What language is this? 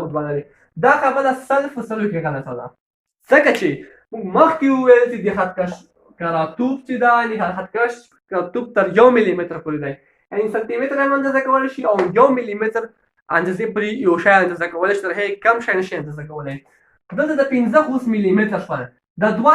Pashto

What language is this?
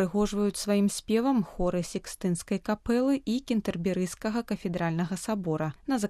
Belarusian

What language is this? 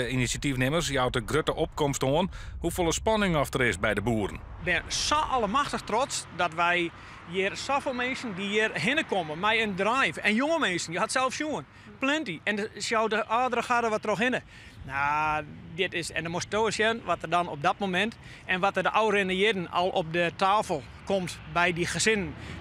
Western Frisian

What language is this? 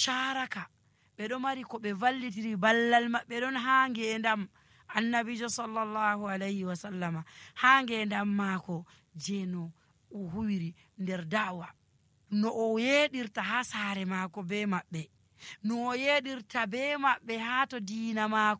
Nigerian Fulfulde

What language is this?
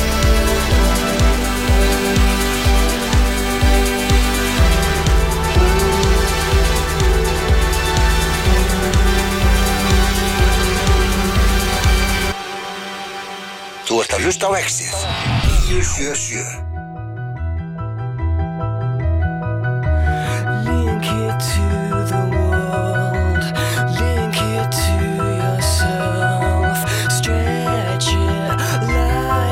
Icelandic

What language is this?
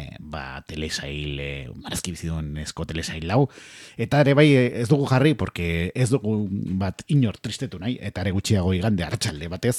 Basque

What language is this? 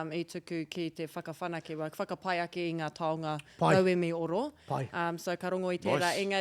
Māori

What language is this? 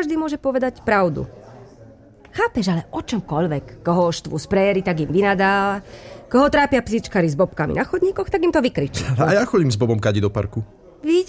Slovak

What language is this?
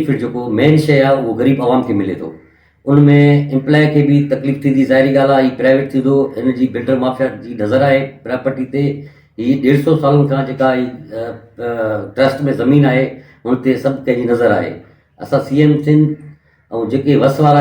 Sindhi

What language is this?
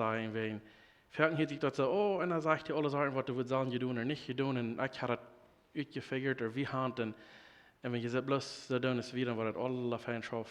Plautdietsch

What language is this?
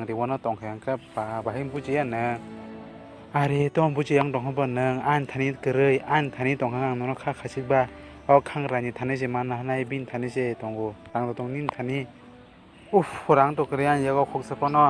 Kok Borok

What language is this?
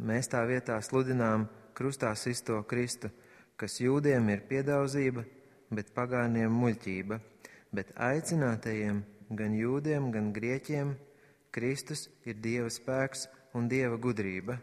Latvian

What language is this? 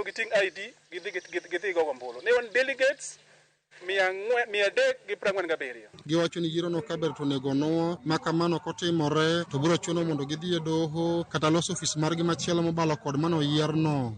Luo (Kenya and Tanzania)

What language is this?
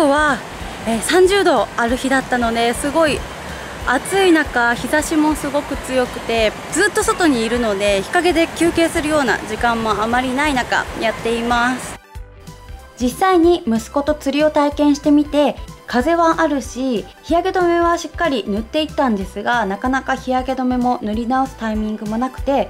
Japanese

